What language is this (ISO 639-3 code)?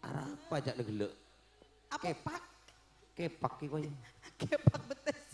mad